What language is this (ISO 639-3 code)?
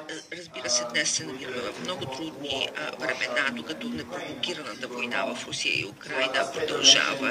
bul